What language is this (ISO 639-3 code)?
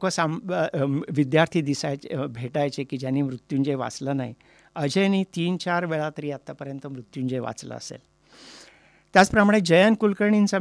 mar